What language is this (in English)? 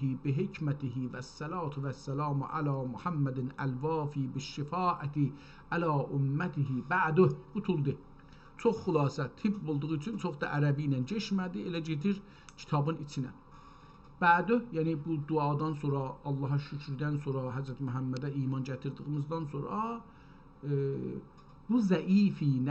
South Azerbaijani